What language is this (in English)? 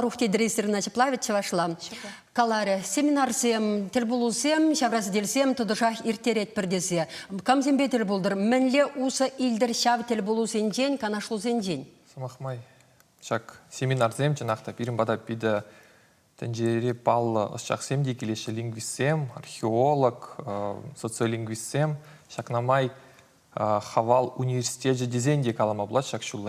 Chuvash